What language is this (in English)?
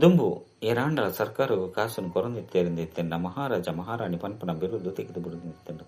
Tulu